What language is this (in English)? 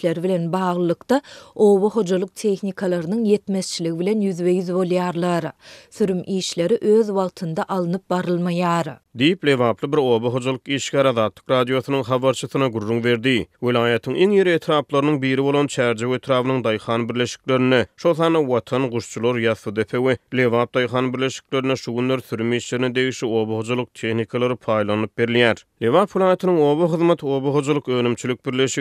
Turkmen